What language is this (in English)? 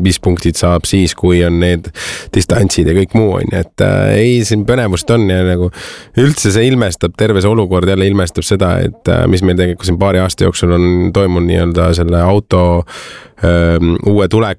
Estonian